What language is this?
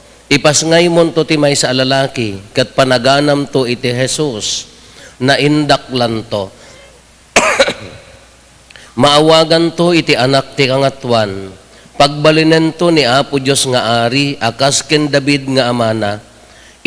Iloko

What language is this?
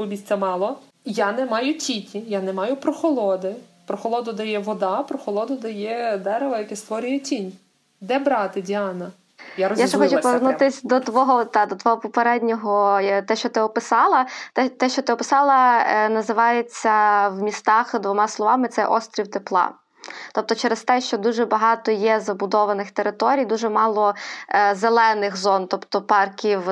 Ukrainian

